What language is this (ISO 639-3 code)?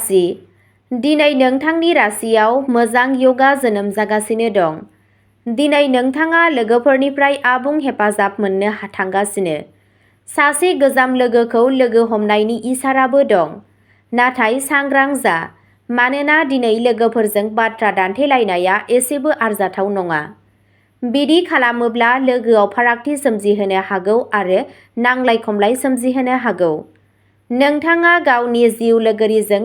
brx